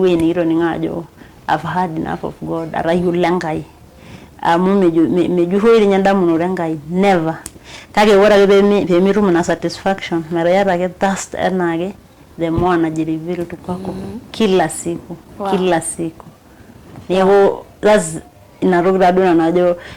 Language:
Masai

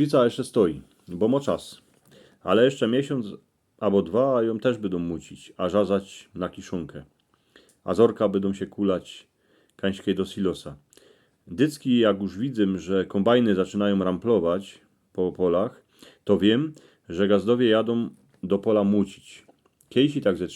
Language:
Silesian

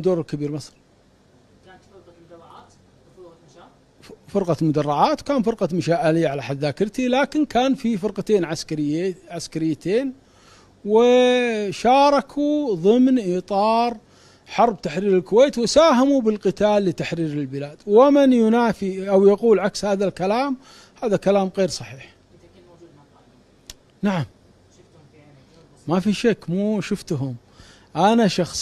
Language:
Egyptian Arabic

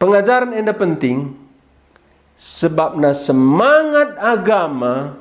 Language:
Batak Karo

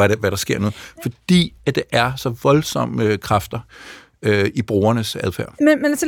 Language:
Danish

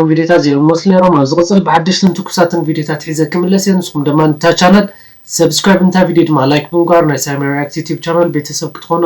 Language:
Tigrinya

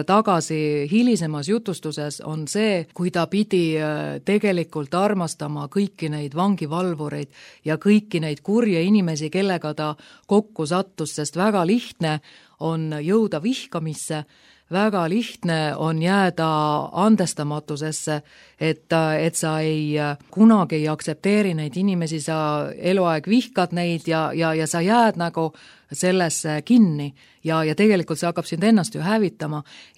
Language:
Estonian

